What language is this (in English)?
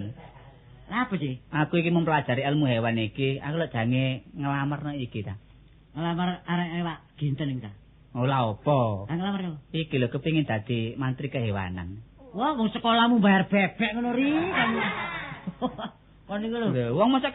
Javanese